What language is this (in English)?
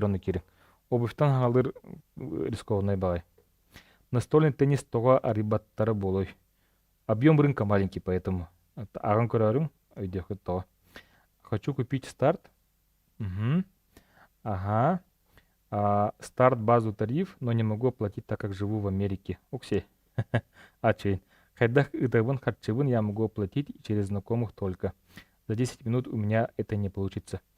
Yakut